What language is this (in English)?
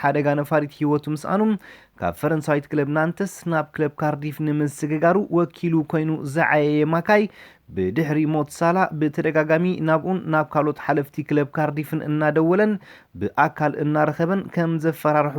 Tigrinya